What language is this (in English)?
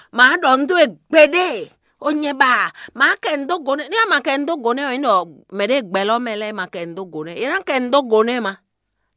Fon